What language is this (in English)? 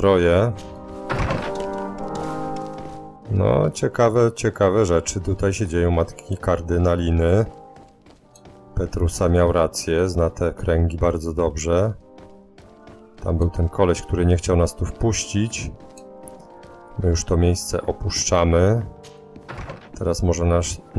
Polish